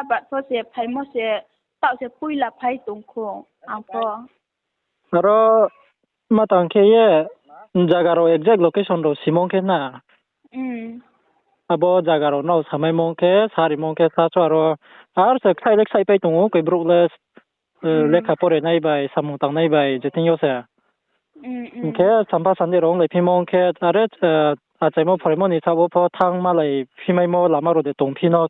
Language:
Riang (India)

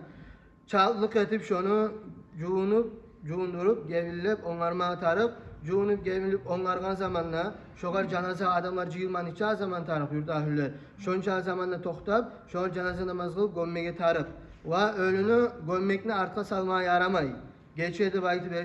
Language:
Kumyk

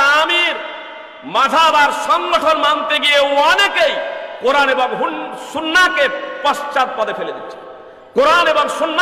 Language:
Bangla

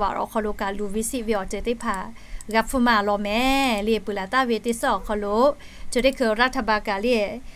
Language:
Lahu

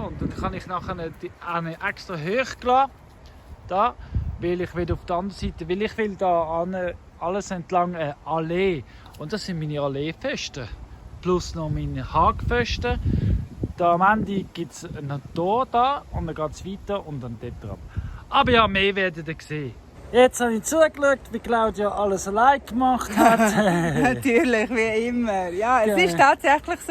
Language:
Swiss German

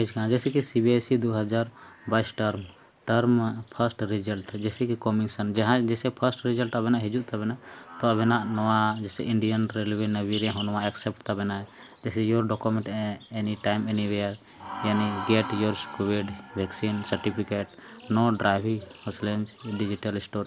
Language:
Santali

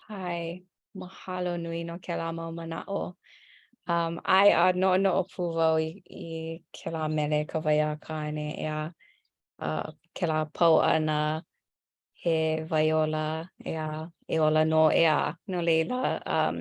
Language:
Hawaiian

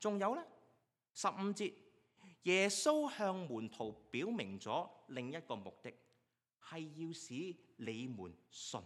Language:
Cantonese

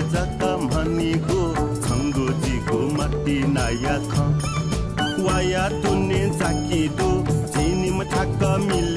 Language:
Newari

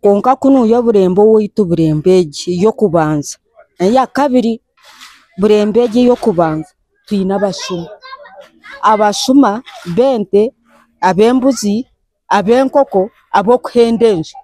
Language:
Nyankole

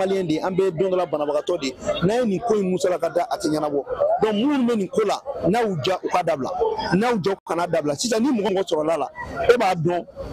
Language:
Bambara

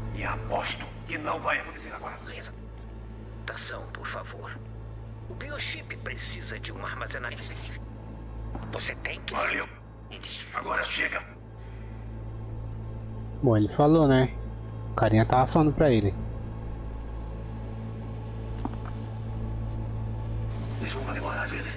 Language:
Portuguese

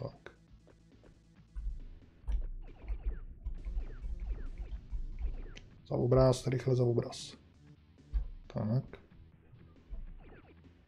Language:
Czech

